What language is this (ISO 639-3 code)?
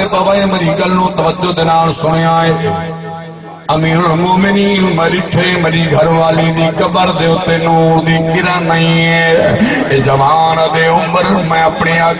skr